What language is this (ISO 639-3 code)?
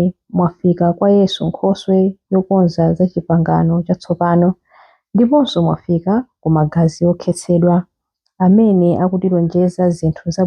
nya